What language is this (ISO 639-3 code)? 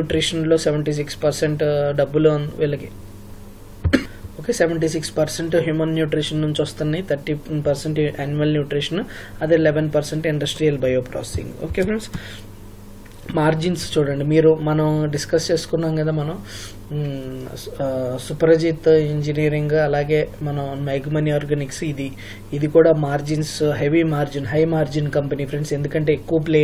tel